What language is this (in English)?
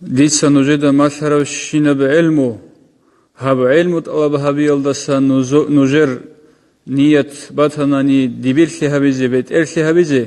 Avaric